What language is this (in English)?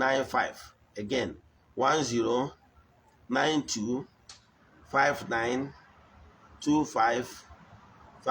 Igbo